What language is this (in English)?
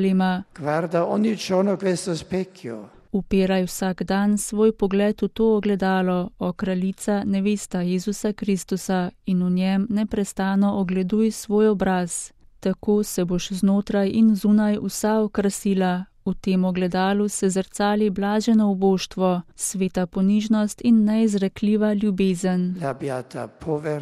Slovenian